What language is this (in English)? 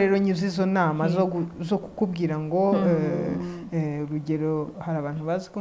Kinyarwanda